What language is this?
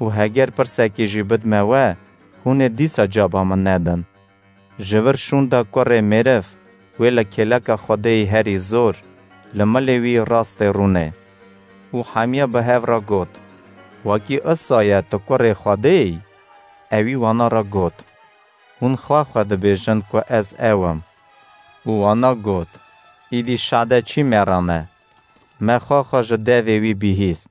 Kurdish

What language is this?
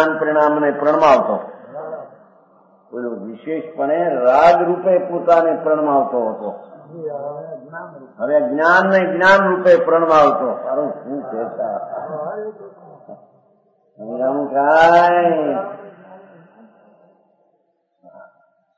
Gujarati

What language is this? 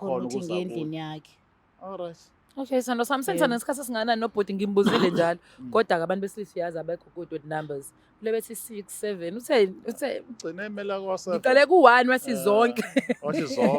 Zulu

